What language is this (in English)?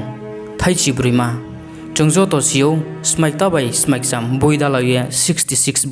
Riang (India)